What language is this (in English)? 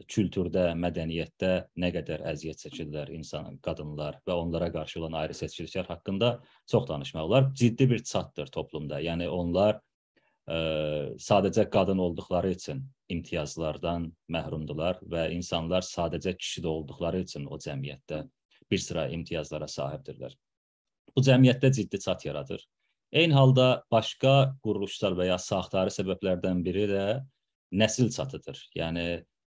South Azerbaijani